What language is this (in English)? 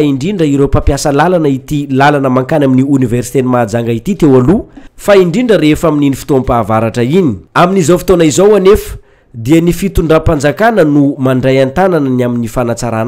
Malagasy